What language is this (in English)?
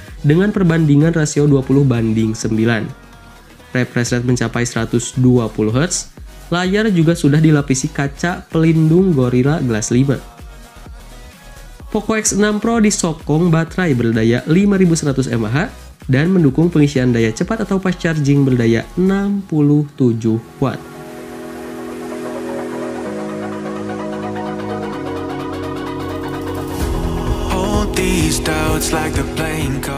Indonesian